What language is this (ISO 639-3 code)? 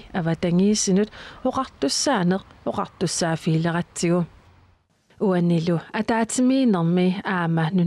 kal